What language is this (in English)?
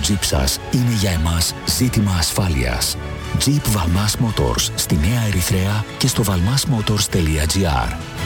Greek